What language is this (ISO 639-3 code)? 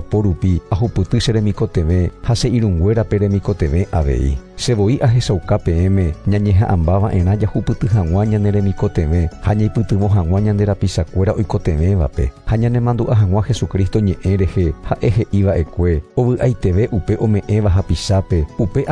grn